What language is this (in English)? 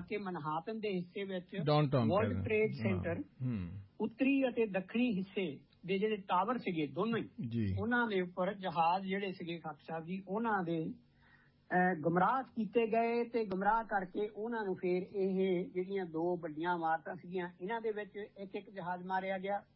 Punjabi